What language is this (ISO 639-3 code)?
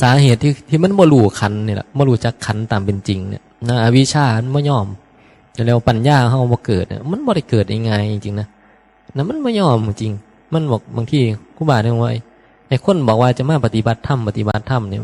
tts